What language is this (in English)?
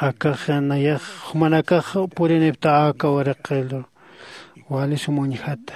Aymara